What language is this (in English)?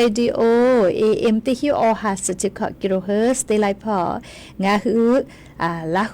Lahu